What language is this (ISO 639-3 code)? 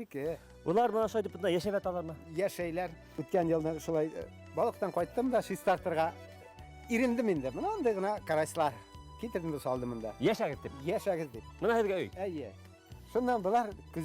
bak